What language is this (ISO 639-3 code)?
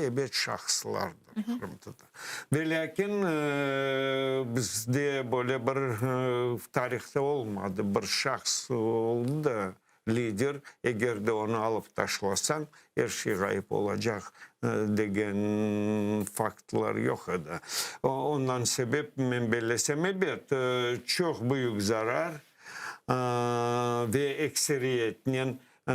crh